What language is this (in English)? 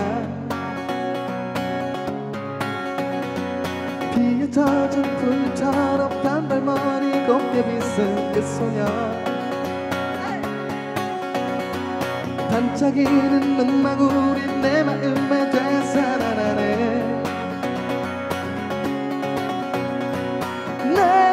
Korean